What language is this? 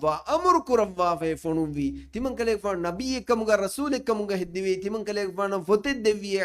Divehi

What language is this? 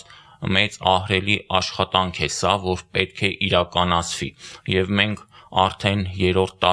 Armenian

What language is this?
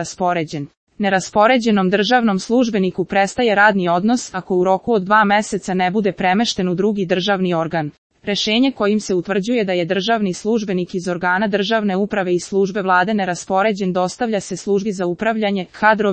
Serbian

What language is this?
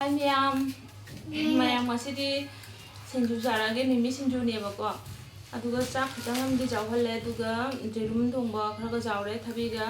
Manipuri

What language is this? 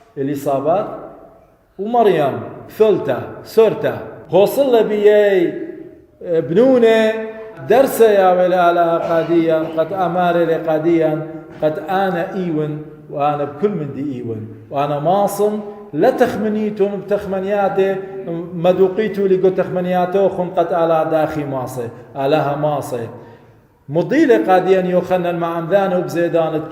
Assyrian Neo-Aramaic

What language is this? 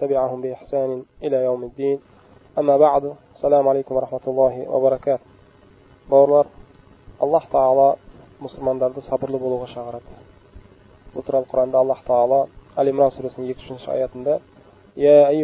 Kazakh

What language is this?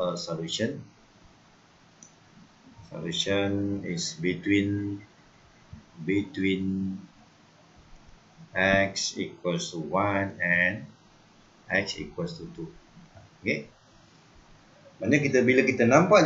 Malay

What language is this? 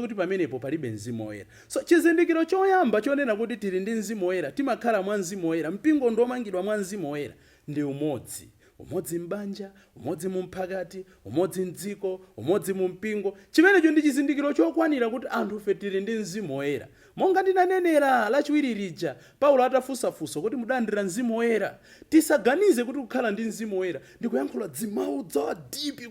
Nyanja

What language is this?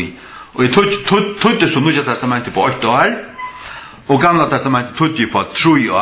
Faroese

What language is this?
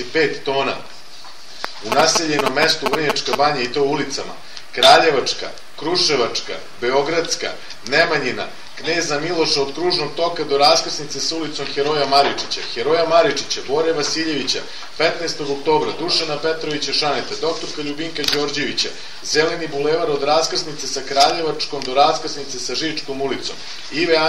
Serbian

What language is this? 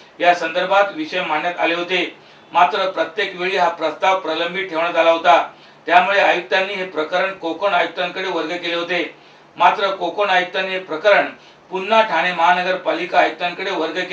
Marathi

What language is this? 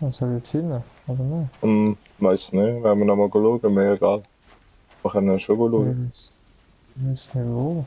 Swiss German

